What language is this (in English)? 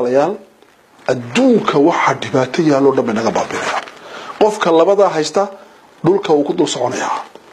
Somali